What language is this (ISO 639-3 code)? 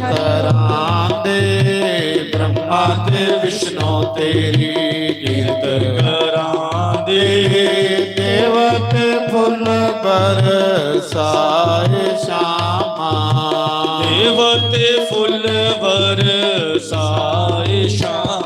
doi